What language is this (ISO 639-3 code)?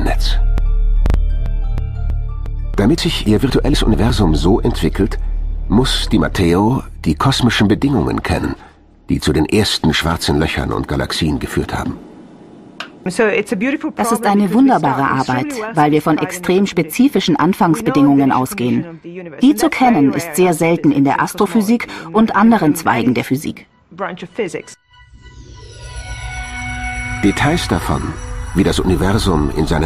deu